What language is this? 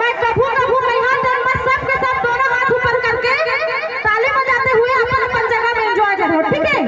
Chhattisgarhi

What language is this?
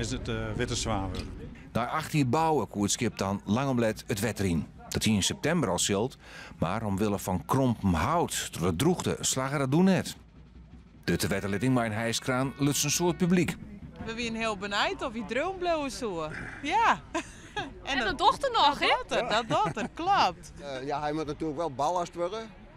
Western Frisian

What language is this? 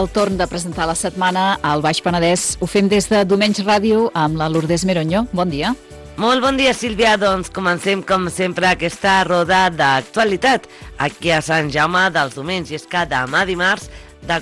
Catalan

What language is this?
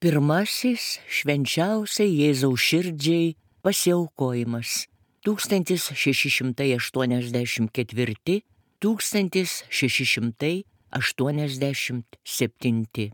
Lithuanian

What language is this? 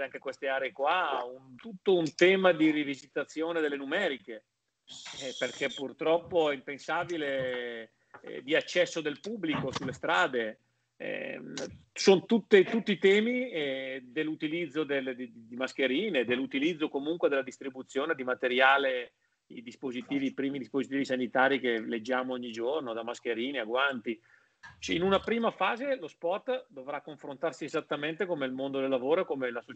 Italian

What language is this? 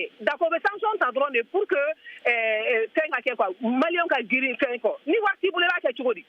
Bambara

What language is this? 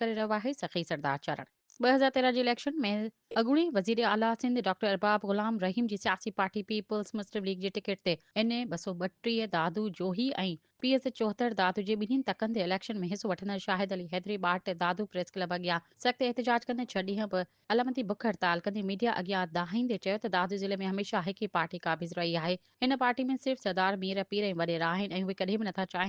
Sindhi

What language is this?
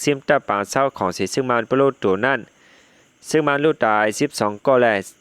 Shan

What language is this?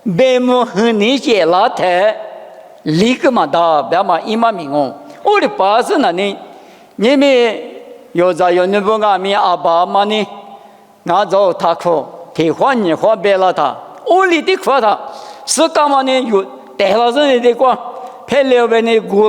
Lisu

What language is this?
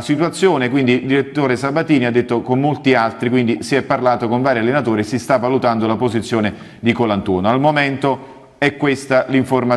Italian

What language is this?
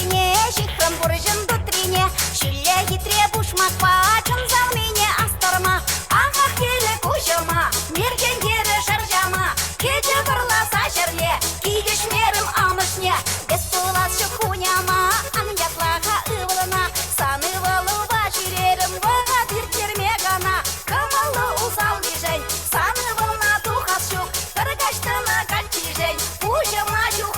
Chuvash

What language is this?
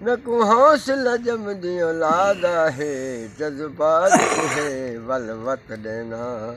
Saraiki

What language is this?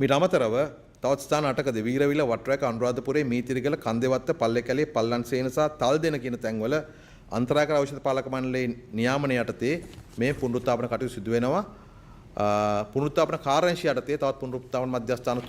Sinhala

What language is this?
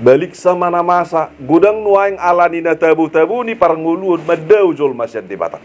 Batak Toba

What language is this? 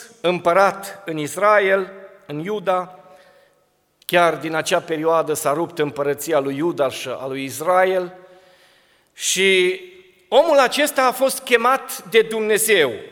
Romanian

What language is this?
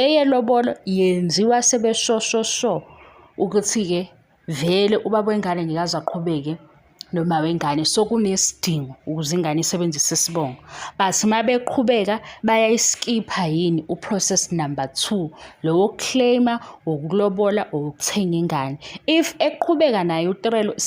Zulu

